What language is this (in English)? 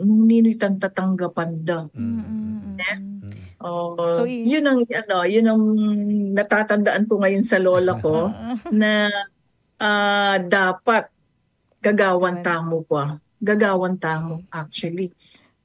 Pampanga